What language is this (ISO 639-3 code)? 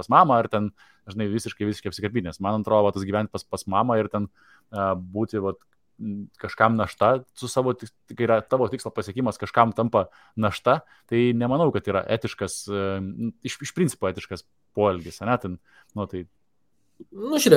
lit